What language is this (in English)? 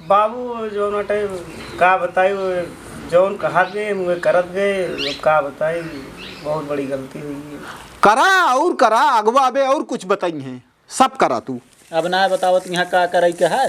Awadhi